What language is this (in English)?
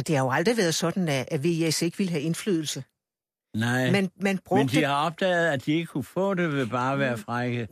Danish